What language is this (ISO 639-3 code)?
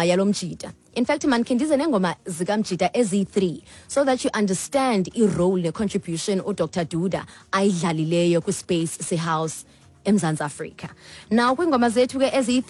xho